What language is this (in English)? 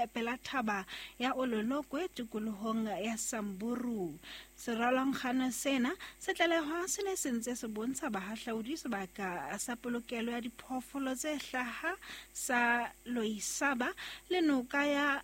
Southern Sotho